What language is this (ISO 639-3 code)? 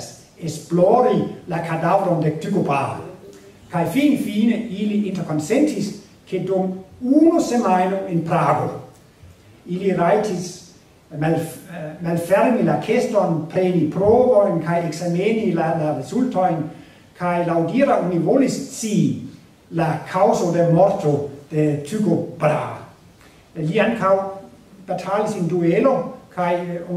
epo